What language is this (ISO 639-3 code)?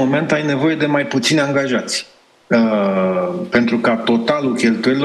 ron